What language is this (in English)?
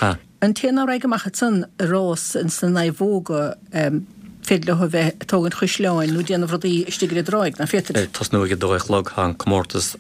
Irish